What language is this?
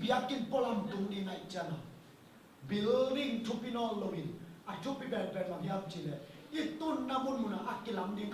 Tedim Chin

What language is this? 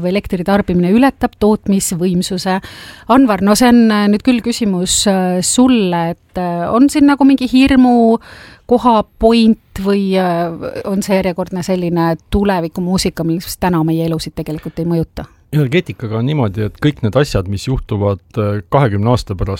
Estonian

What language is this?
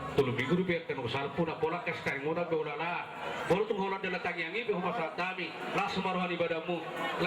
Batak Toba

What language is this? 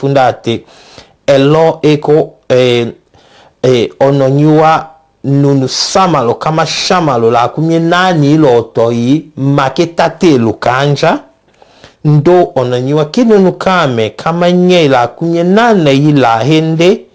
Tetela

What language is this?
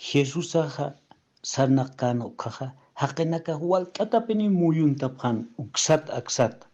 Aymara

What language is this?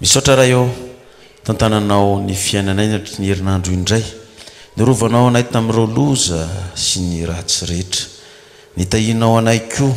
Malagasy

